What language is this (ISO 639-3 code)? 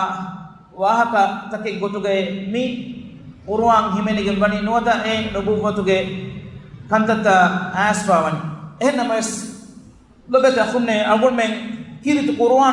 div